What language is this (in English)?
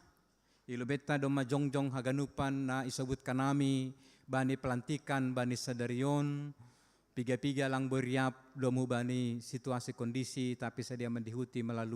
Batak Simalungun